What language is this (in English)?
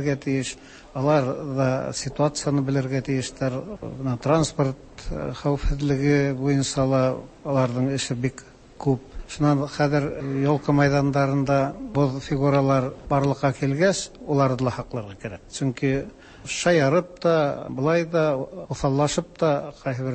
Tatar